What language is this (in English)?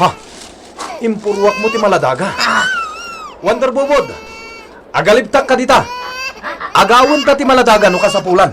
Iloko